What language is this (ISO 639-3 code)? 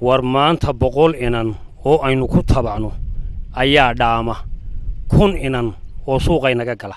som